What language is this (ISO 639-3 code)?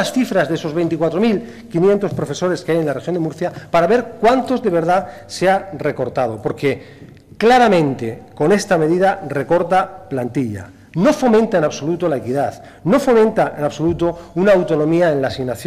spa